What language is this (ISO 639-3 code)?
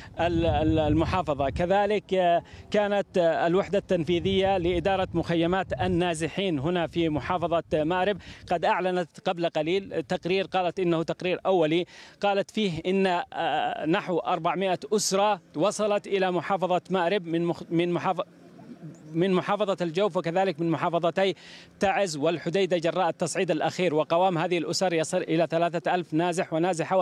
ara